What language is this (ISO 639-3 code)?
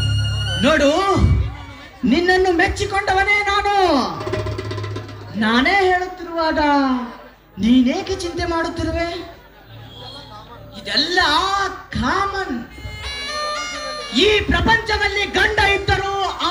kan